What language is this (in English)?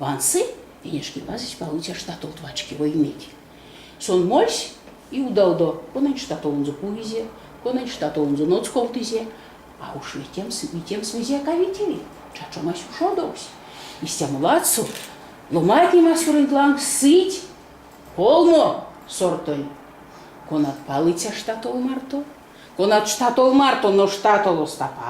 Erzya